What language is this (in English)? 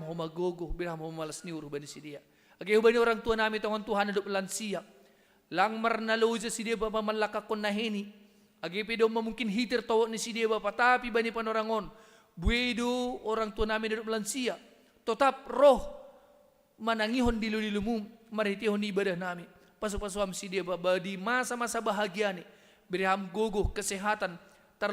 Batak Simalungun